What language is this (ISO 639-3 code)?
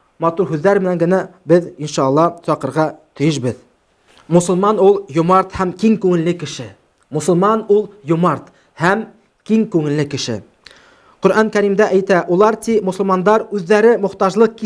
bak